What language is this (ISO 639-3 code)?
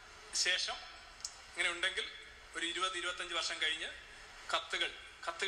mal